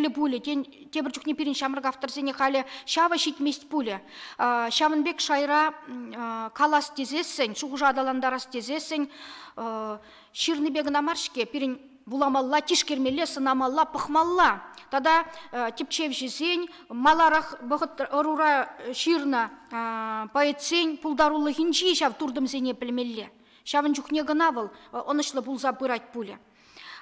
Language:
Chuvash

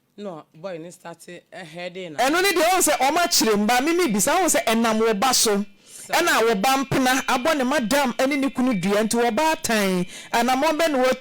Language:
Akan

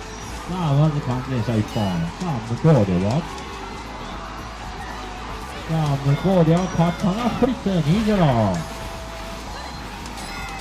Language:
Japanese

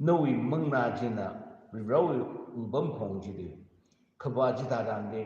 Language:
Tangkhul Naga (India)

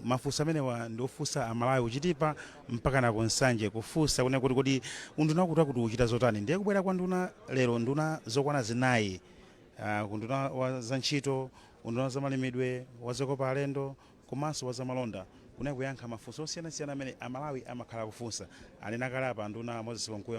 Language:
Nyanja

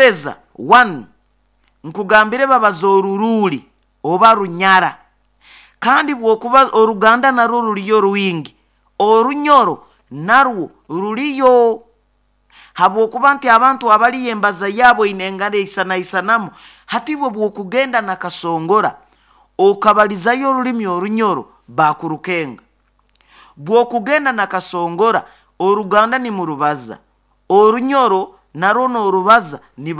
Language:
Nyoro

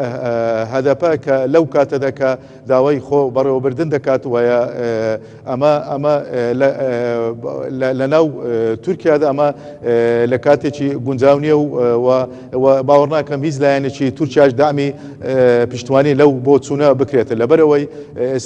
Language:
Central Kurdish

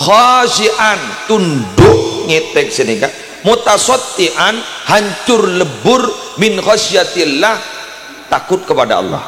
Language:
Madurese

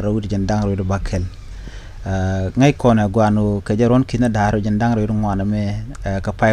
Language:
Nuer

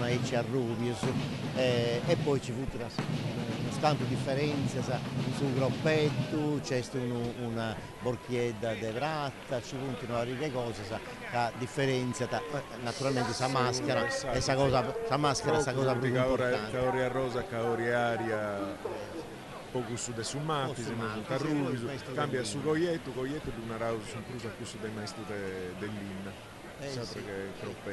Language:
Sardinian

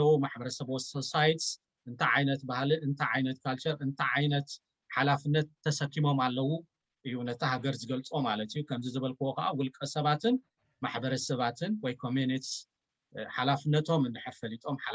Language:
Tigrinya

